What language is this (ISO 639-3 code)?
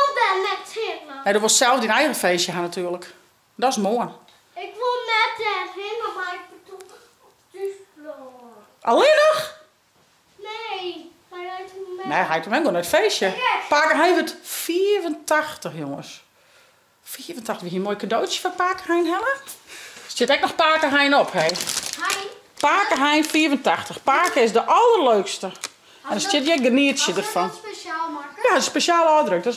fry